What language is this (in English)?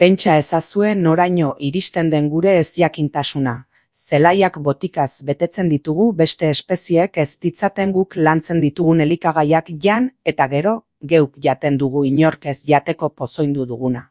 Basque